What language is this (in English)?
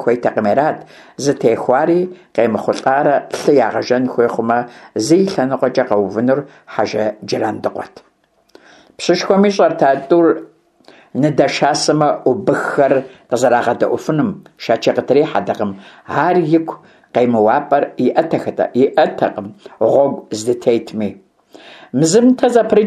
Kabardian